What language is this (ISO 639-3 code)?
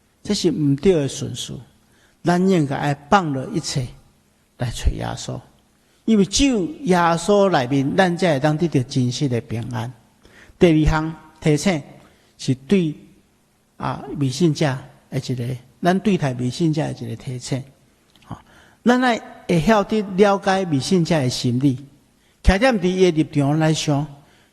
nan